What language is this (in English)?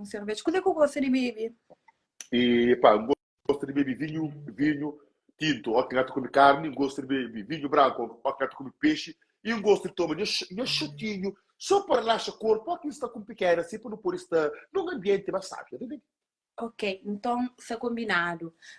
Kabuverdianu